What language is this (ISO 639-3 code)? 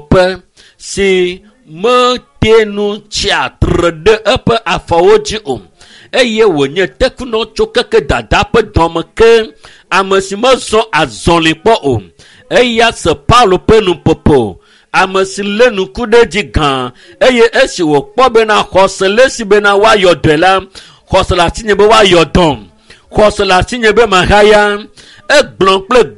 ewe